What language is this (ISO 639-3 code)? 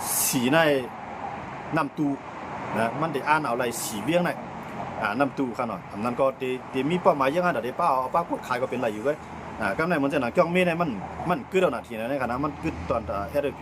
shn